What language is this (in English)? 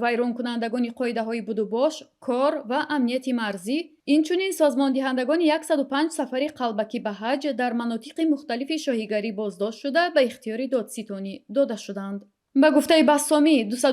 Tajik